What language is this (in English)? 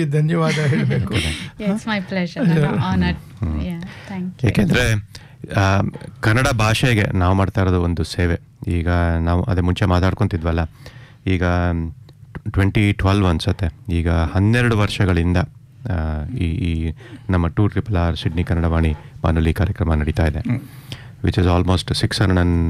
Kannada